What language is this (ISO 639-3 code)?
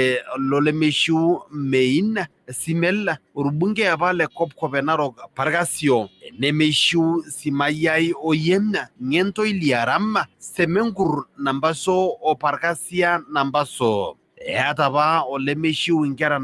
mas